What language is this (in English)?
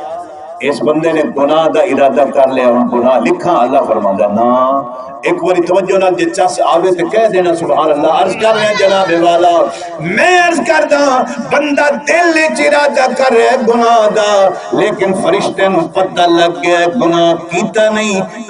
Saraiki